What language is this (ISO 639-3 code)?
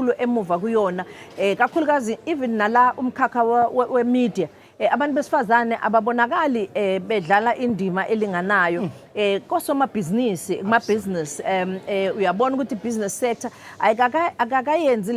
zul